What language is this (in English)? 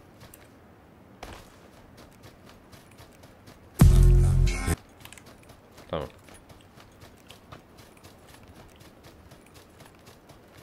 Turkish